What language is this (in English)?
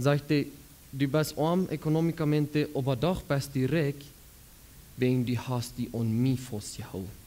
Plautdietsch